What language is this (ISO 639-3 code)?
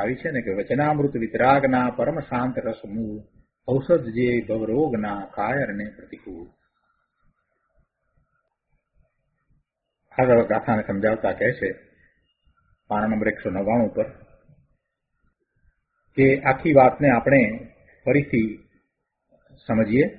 guj